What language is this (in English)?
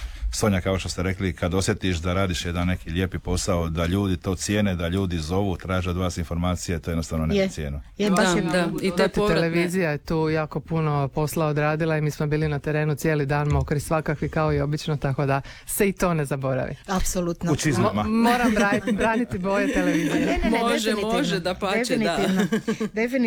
Croatian